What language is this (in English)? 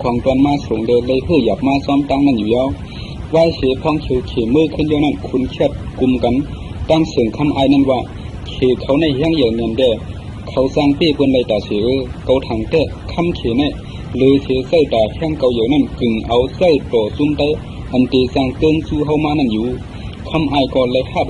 Shan